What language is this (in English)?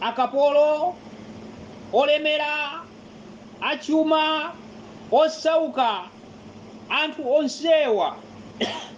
Nyanja